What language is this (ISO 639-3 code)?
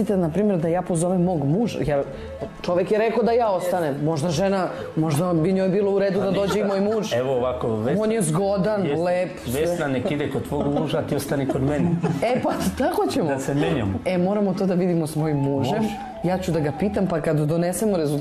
srp